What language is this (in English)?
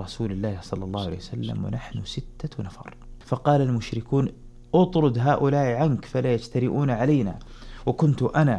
Arabic